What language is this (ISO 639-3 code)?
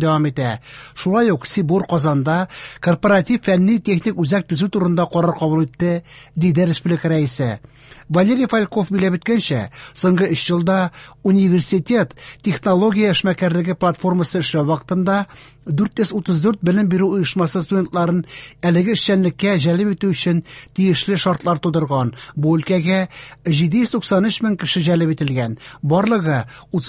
tat